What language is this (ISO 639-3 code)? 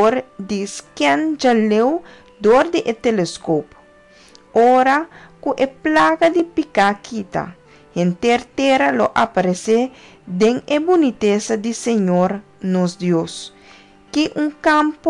pap